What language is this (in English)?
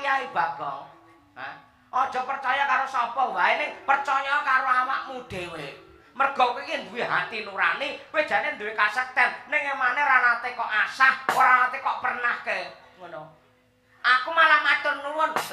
Javanese